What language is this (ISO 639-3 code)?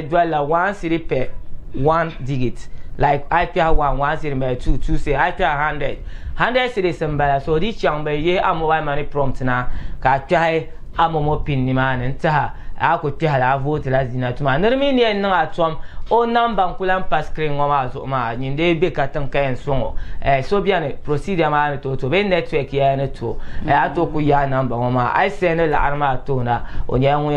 dag